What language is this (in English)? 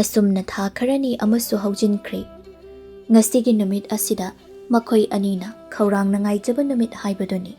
Manipuri